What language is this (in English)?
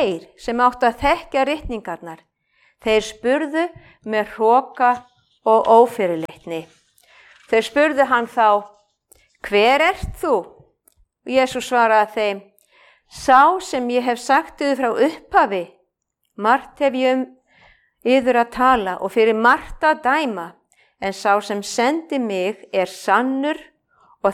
Icelandic